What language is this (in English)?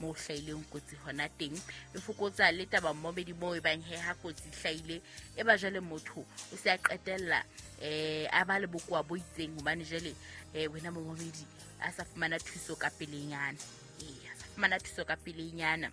Southern Sotho